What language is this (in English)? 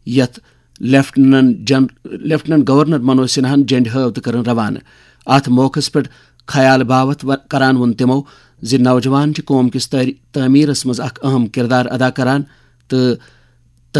Kashmiri